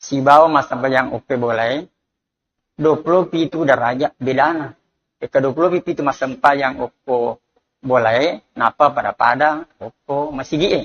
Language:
Buginese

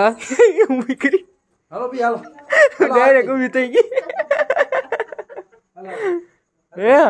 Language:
Gujarati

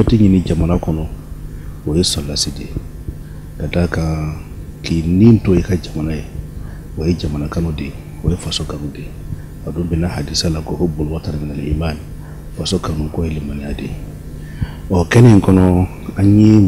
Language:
Bambara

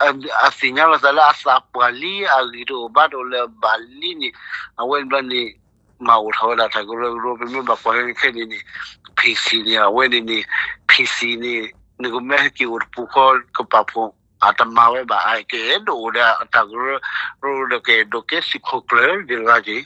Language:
S'gaw Karen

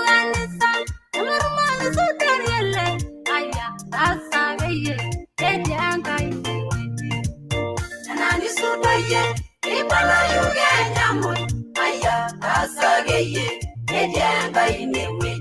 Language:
Masai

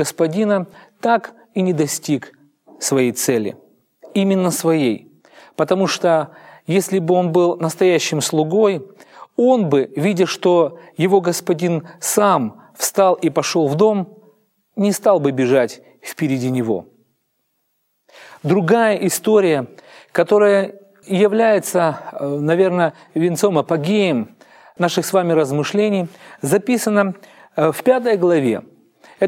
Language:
Russian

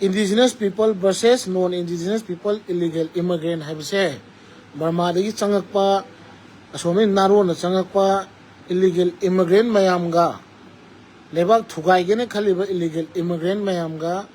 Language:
Manipuri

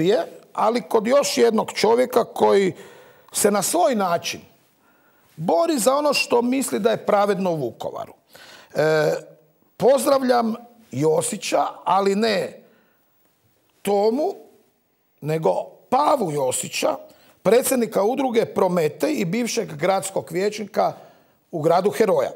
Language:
Croatian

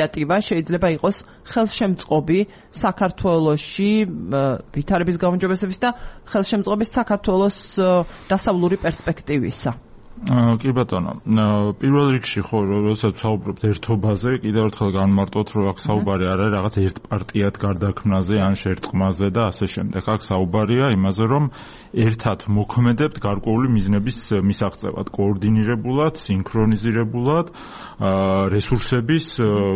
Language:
Georgian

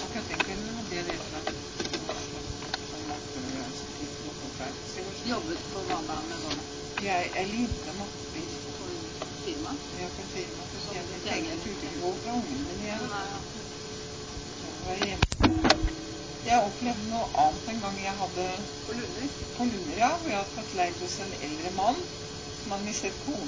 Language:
Norwegian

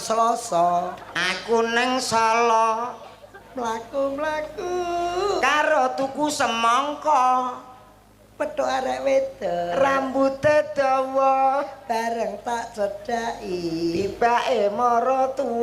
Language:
Javanese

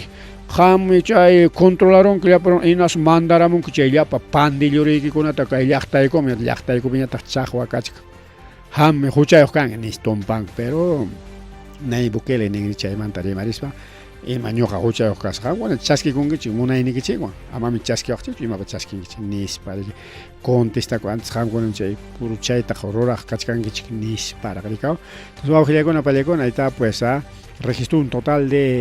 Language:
Ayacucho Quechua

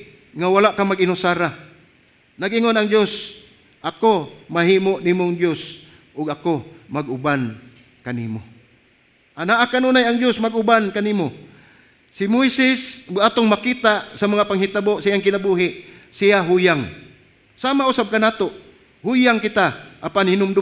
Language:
Cebuano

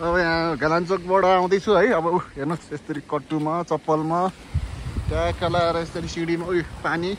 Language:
Nepali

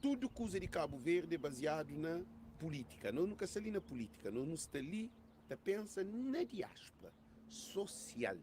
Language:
Kabuverdianu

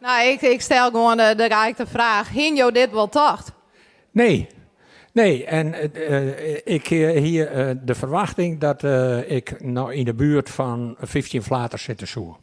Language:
Western Frisian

